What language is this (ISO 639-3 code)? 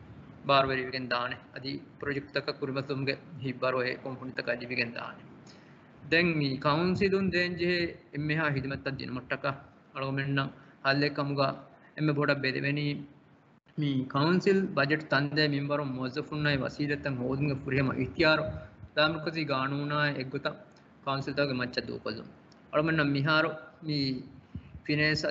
div